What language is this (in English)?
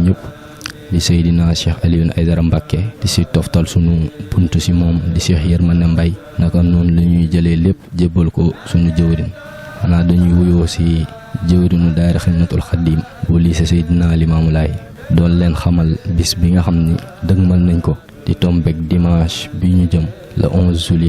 Wolof